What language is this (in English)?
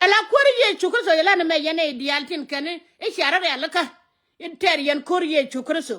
Nuer